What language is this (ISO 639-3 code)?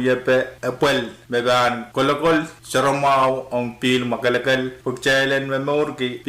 pon